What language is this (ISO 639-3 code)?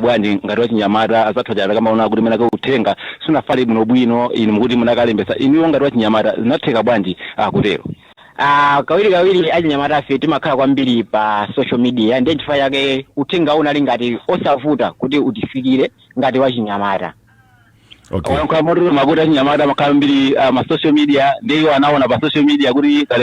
nya